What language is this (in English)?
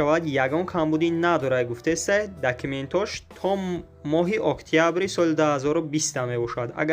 Tajik